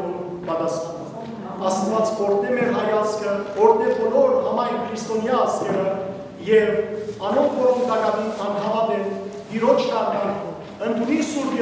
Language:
Western Armenian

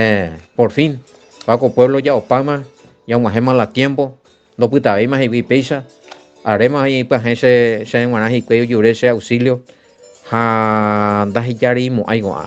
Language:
Guarani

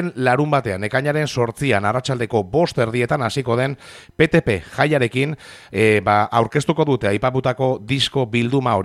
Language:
Basque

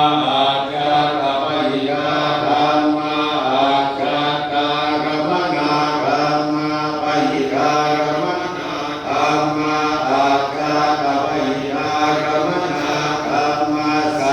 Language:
Northeastern Thai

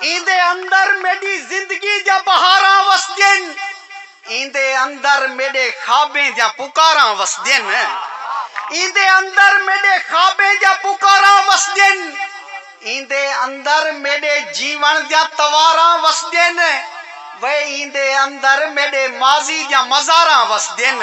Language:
Saraiki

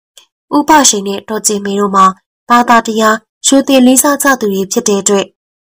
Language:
Burmese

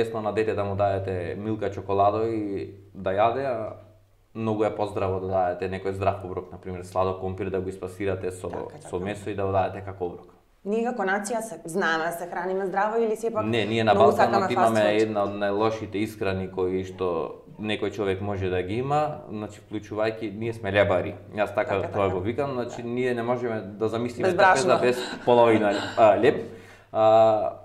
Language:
Macedonian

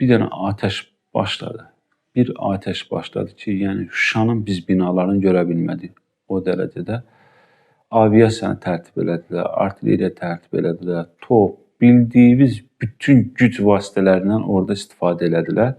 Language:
Azerbaijani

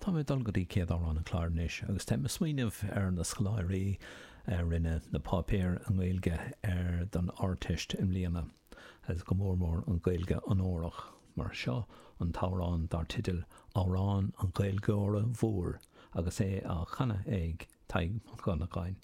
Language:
Irish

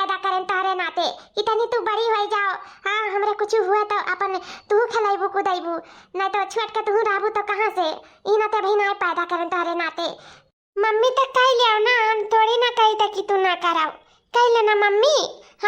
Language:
Awadhi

